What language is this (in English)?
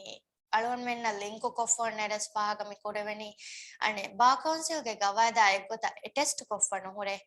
Divehi